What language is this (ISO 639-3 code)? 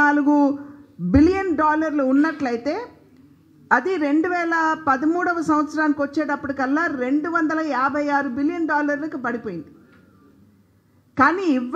tel